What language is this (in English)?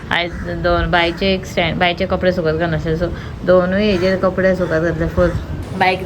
Konkani